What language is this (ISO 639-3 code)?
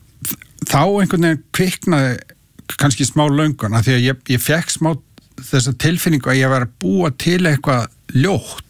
isl